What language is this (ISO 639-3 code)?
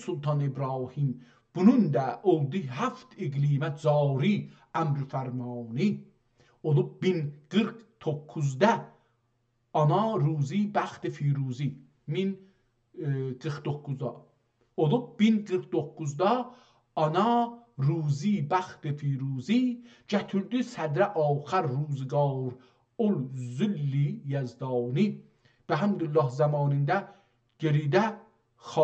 azb